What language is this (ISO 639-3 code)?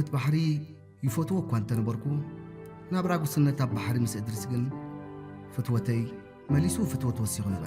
tir